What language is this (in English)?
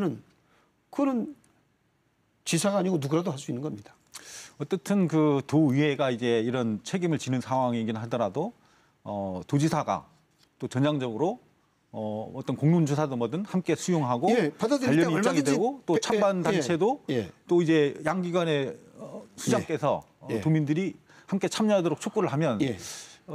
Korean